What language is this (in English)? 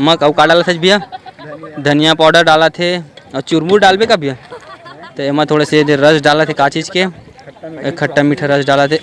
Chhattisgarhi